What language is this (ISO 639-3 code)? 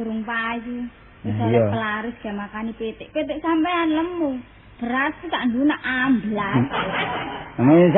jav